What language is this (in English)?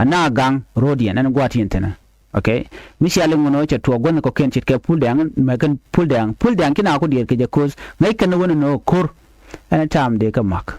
Nuer